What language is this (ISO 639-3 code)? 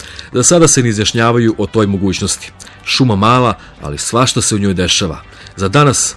hrv